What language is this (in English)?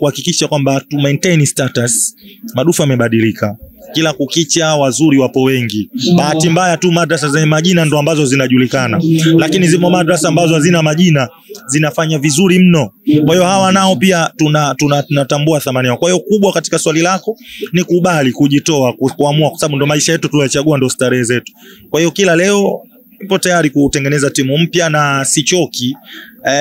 Swahili